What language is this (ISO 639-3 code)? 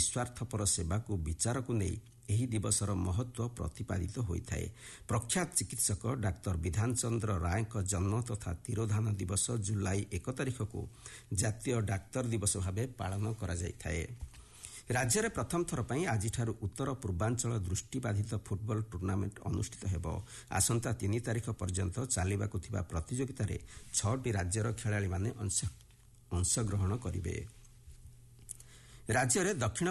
ori